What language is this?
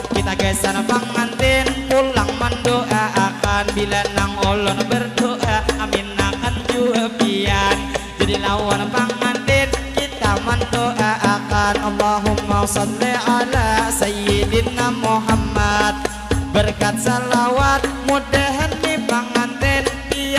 Banjar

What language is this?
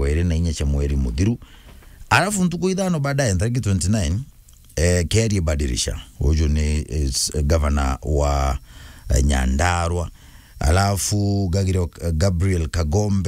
Meru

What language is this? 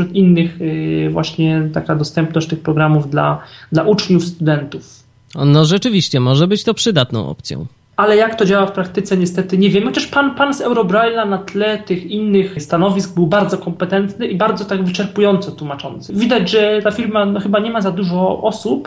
Polish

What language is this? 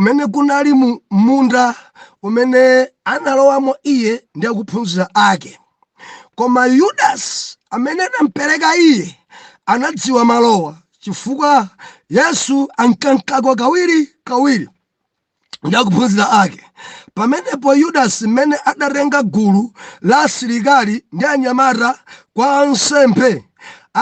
Nyanja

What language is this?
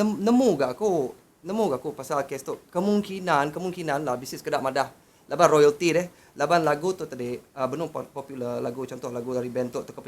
Iban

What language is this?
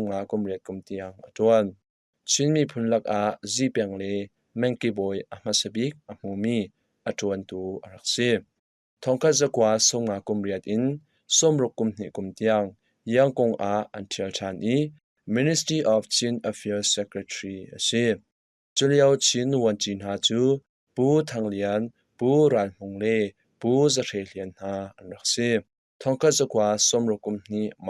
Hakha Chin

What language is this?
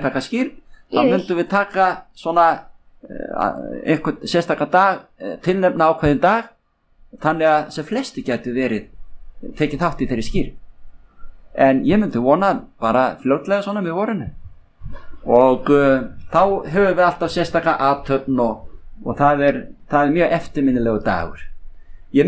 Icelandic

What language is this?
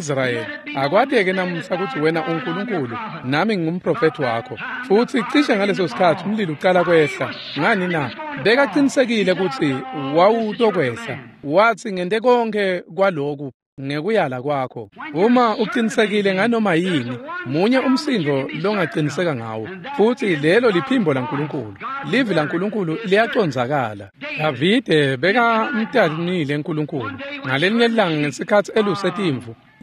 Swati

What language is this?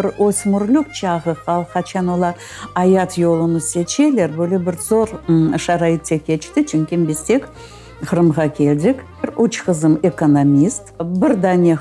Crimean Tatar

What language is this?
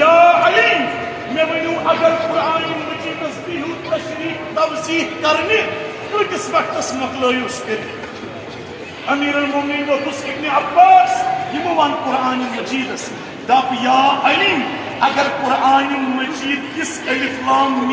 Kashmiri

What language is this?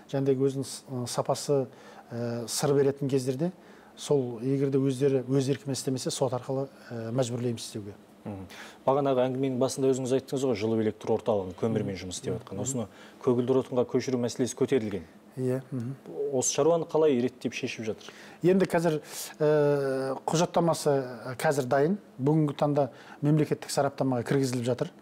Kazakh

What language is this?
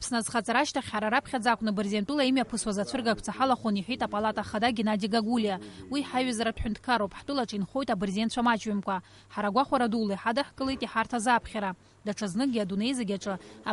Abkhazian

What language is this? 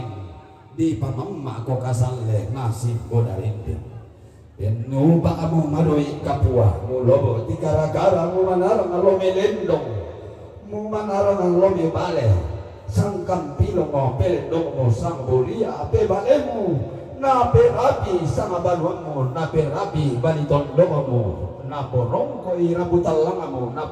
Toraja-Sa'dan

